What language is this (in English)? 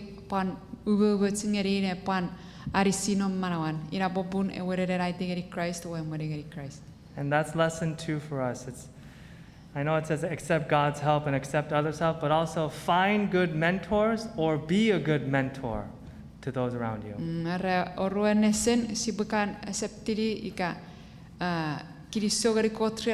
Chuukese